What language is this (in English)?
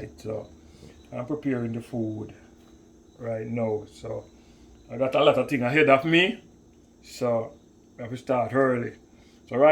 Jamaican Creole English